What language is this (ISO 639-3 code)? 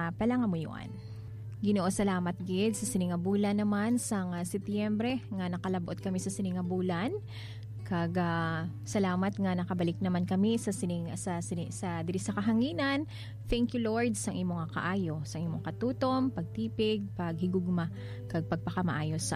hil